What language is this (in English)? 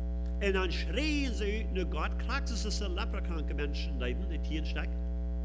Plautdietsch